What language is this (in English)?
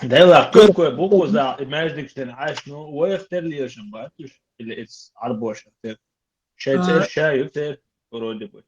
Chechen